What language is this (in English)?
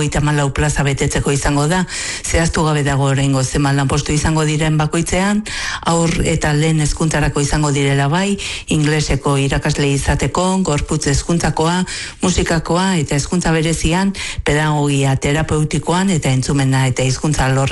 Basque